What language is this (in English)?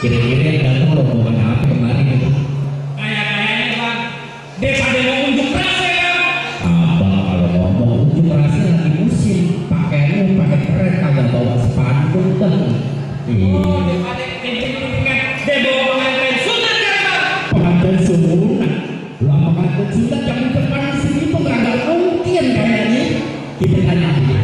Betawi